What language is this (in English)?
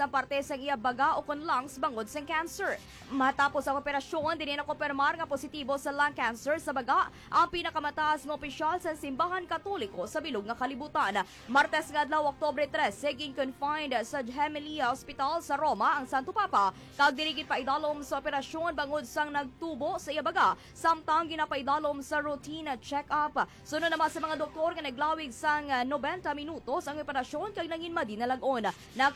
Hiligaynon